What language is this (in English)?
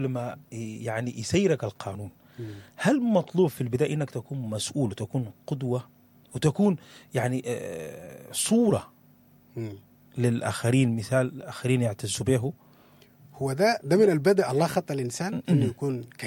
Sudanese Arabic